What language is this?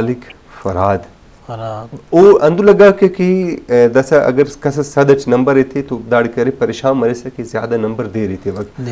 Brahui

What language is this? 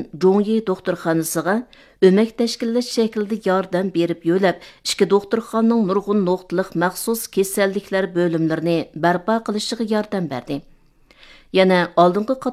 Uyghur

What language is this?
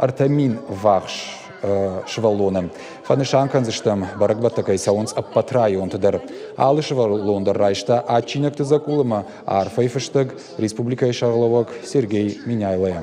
Ossetic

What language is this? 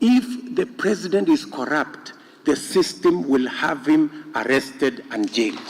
Kamba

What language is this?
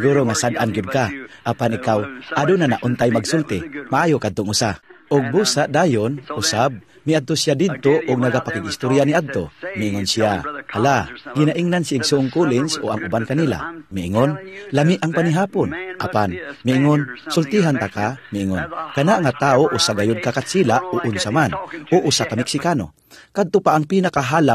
Cebuano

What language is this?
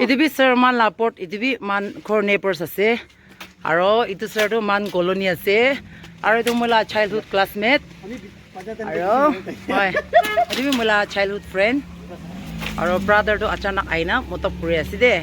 Naga Pidgin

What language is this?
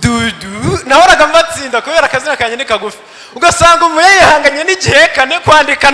Kinyarwanda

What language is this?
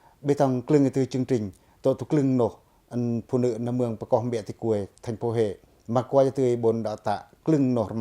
Pacoh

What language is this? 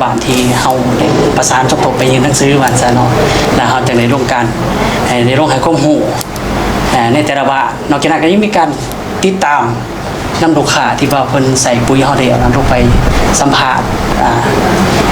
Lao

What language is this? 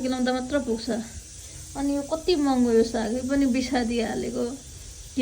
Nepali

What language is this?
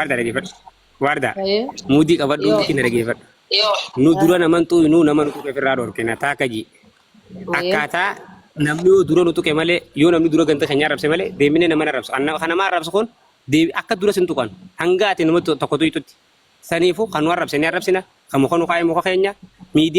Oromo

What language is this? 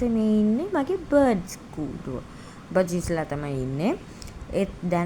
Sinhala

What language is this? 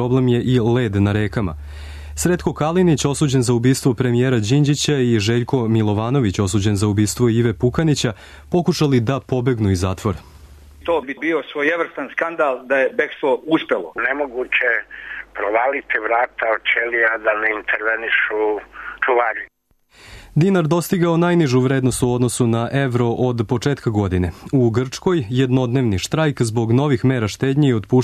Serbian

